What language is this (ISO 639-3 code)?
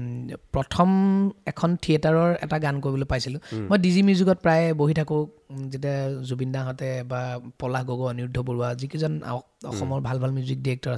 asm